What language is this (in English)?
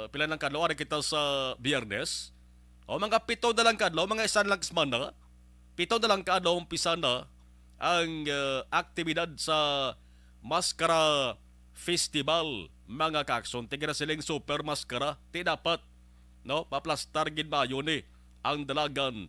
Hiligaynon